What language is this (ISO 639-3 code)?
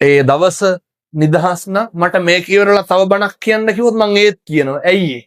sin